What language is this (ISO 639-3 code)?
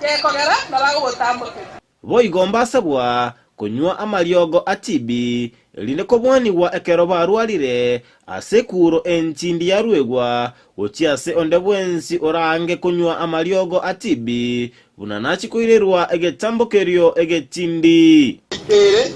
guz